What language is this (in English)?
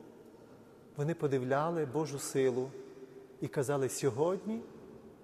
Ukrainian